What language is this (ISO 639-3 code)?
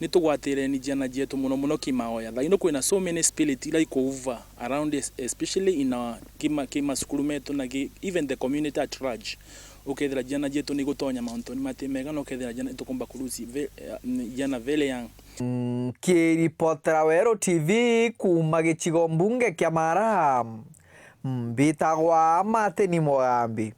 mer